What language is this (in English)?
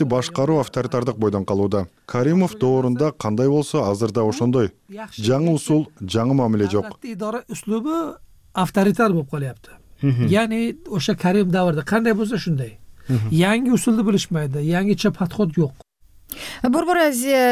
Kyrgyz